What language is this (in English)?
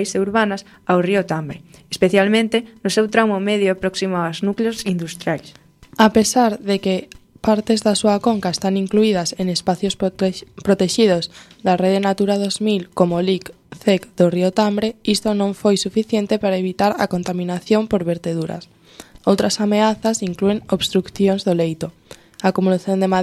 Galician